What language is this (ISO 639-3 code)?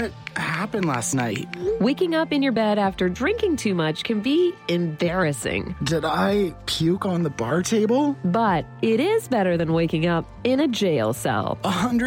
eng